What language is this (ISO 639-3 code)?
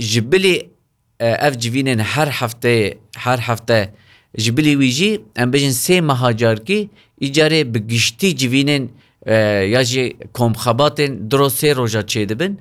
kur